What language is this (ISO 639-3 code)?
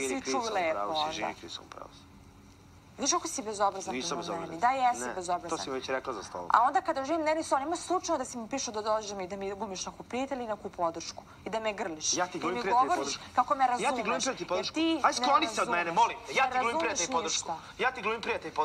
srp